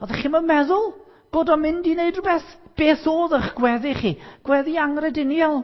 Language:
Welsh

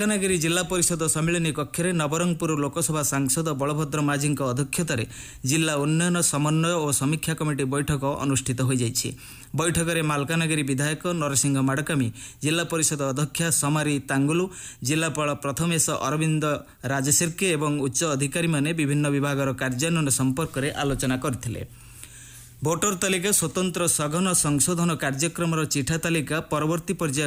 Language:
Odia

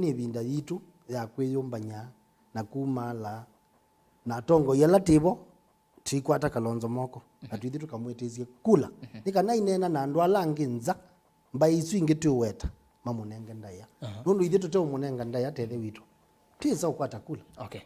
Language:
Kamba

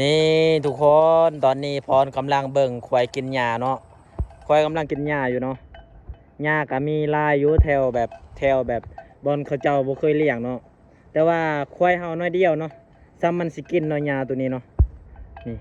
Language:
Lao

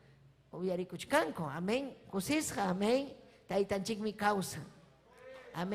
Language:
Ayacucho Quechua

